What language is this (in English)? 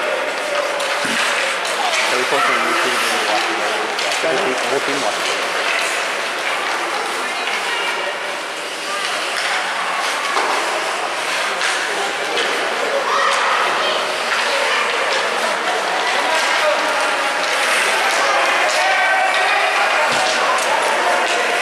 English